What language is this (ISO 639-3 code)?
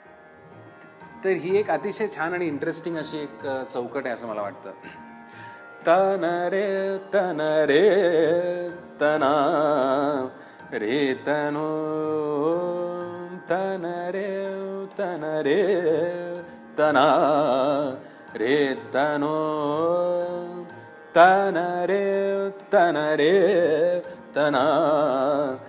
mar